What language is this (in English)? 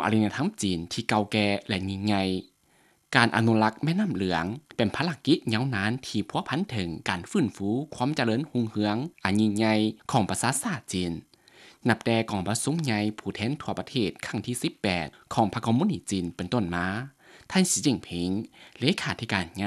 Lao